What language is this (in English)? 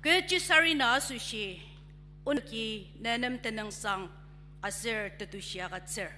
Ao Naga